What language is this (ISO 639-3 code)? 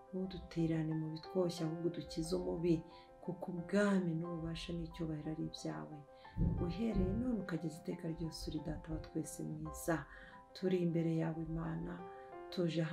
kin